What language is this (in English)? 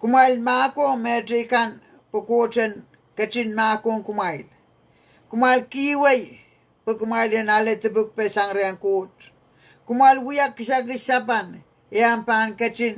Pohnpeian